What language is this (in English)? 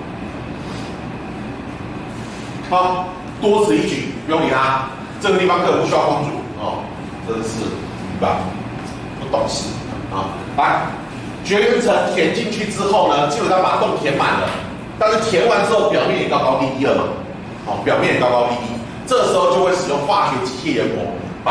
Chinese